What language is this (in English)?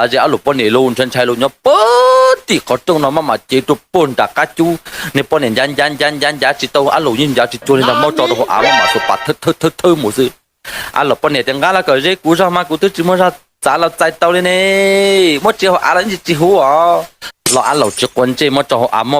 Hmong